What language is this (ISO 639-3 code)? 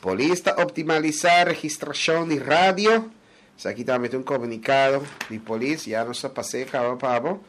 pap